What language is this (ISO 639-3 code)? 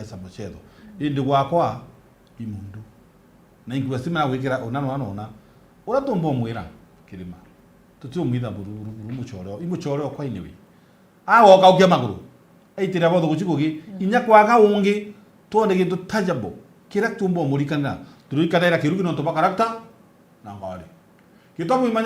mer